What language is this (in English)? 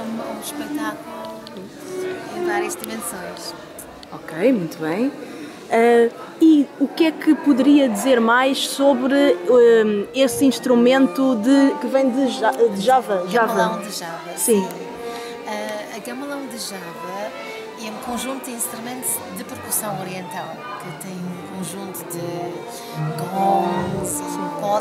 Portuguese